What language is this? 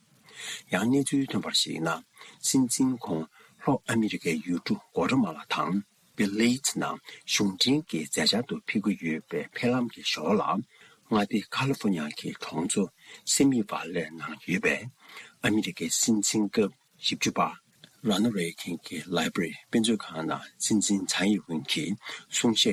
Tibetan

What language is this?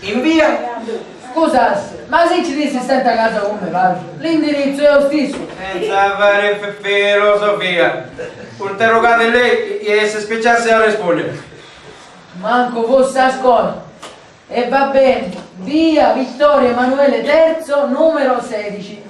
Sicilian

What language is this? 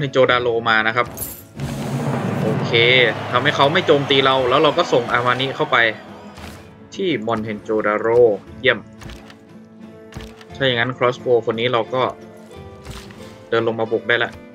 Thai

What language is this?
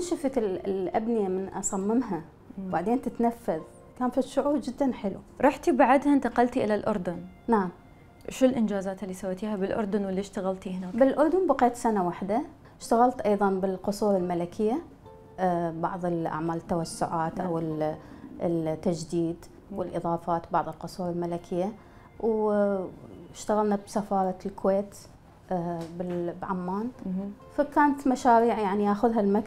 Mesopotamian Arabic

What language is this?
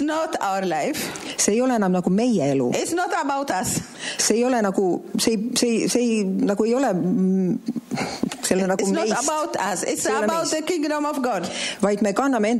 Estonian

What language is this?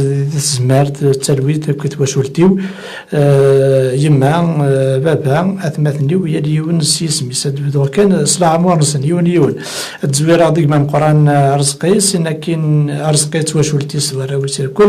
Kabyle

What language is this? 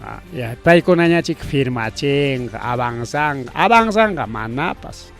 Ayacucho Quechua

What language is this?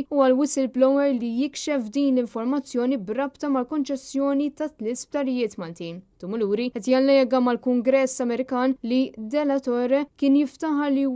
Maltese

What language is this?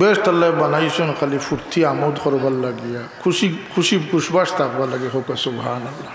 Sylheti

